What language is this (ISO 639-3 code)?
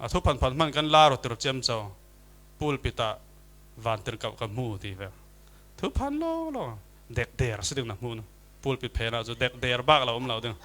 cfm